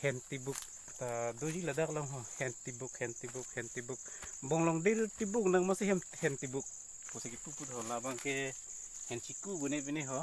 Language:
Karbi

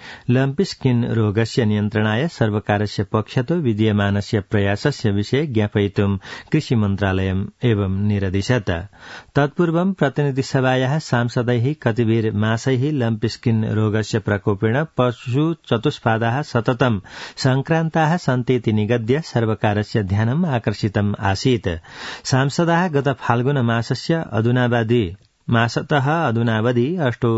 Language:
Sanskrit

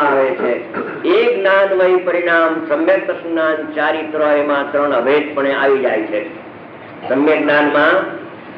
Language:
Gujarati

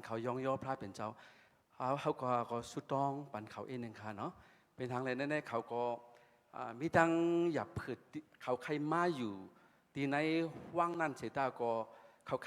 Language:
Shan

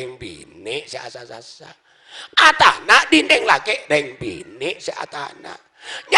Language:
Madurese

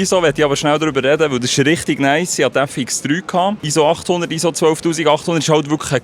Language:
Swiss German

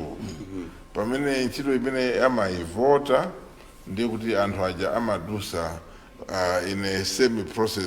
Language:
Nyanja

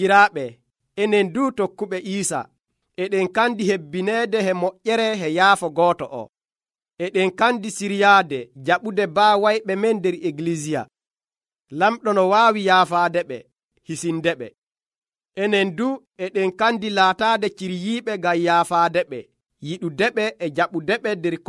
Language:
Nigerian Fulfulde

